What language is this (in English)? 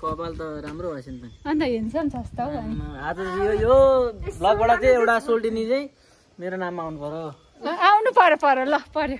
Nepali